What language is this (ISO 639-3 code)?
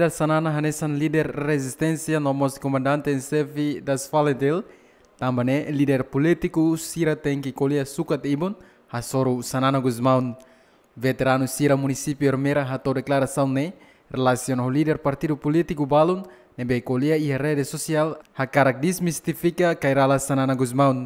tet